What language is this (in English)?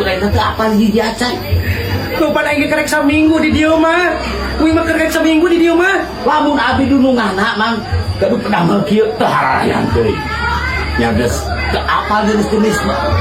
Sundanese